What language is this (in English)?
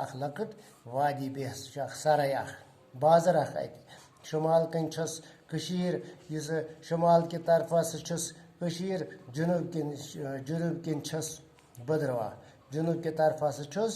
Kashmiri